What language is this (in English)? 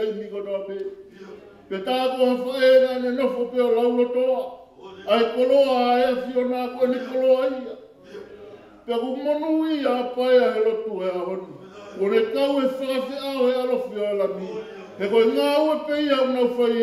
Tongan